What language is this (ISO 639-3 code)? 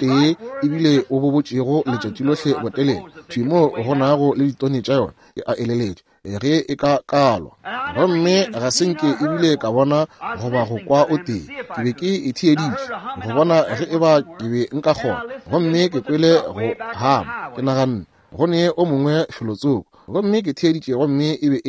nso